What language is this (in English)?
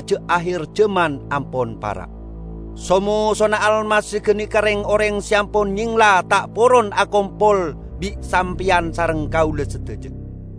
Madurese